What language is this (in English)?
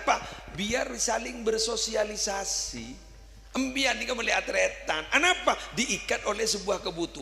Madurese